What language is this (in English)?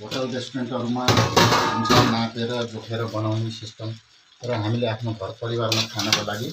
Nepali